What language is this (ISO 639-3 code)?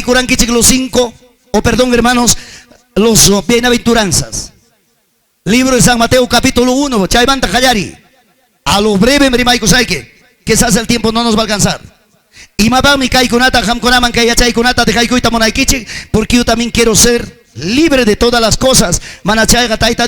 quy